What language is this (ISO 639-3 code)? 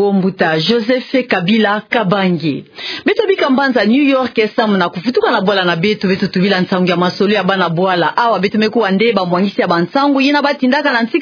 ktu